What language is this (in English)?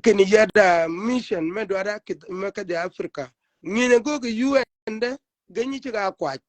Shilluk